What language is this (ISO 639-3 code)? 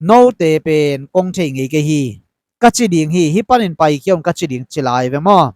ctd